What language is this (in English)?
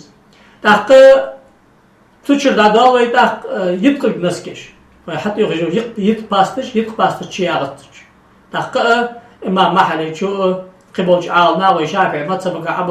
Ingush